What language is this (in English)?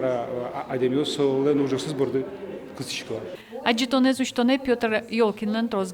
Udmurt